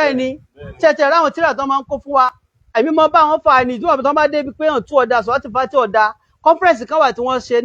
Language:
Yoruba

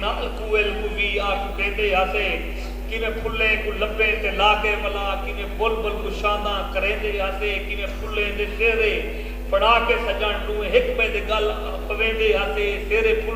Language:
Saraiki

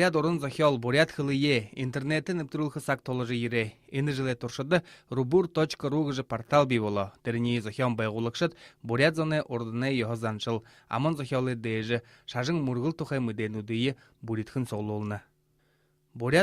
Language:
Buriat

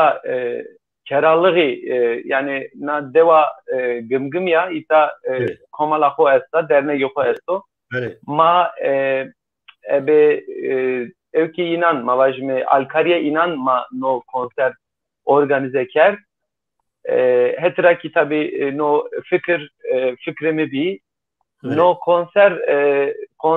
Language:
Zaza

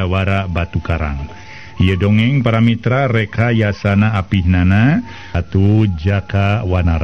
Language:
Sundanese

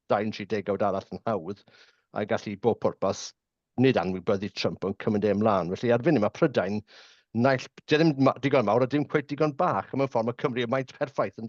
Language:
Welsh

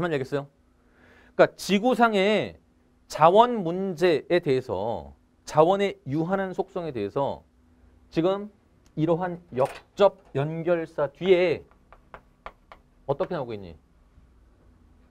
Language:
Korean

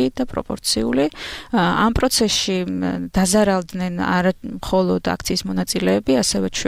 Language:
Georgian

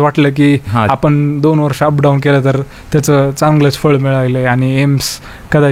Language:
Marathi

